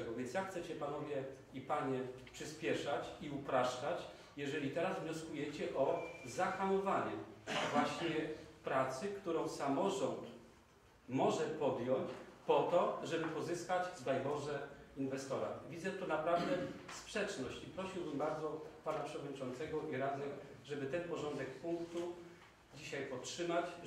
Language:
Polish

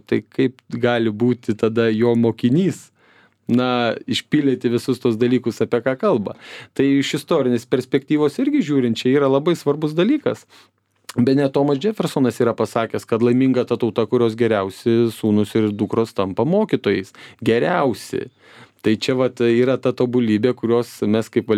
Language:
Lithuanian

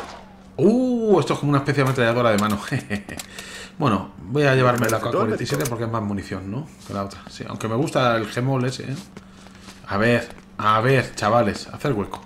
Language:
Spanish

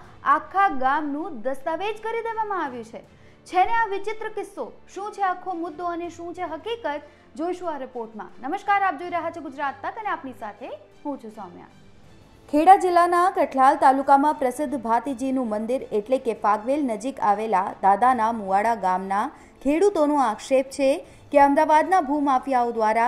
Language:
Gujarati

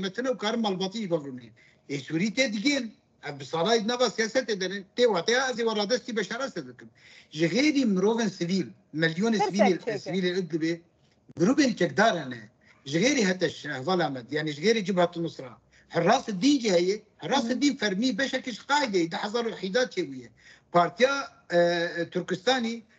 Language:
Kurdish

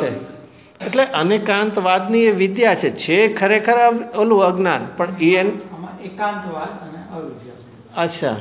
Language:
Gujarati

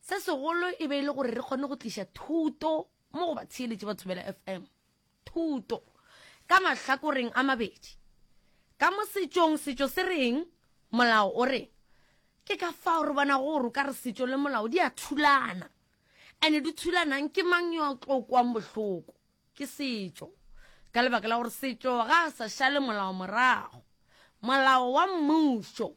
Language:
Northern Sotho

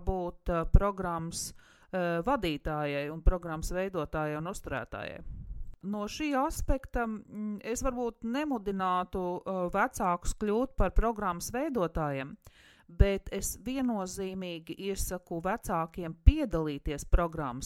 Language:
Latvian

